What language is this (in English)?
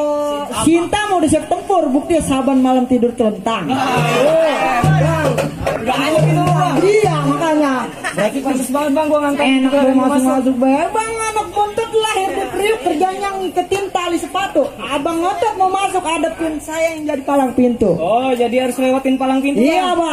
Betawi